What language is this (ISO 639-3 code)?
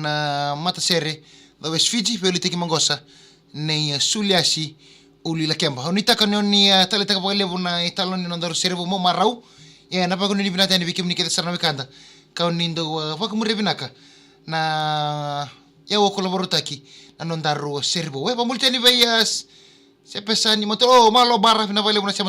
fij